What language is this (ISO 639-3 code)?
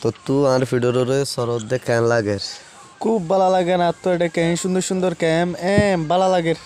rhg